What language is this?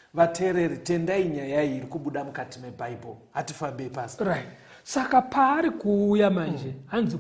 Shona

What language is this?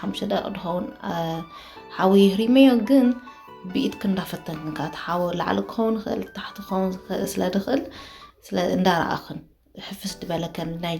Tigrinya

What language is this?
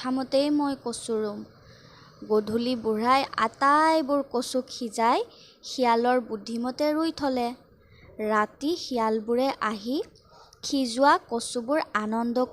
Assamese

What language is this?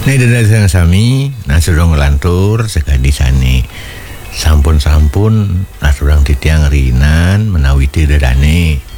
Balinese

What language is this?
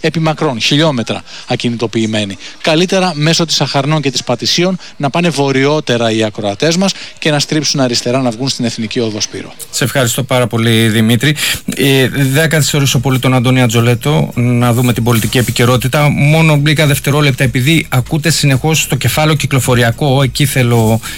Greek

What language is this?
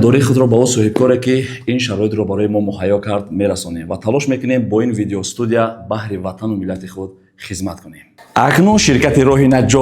Tajik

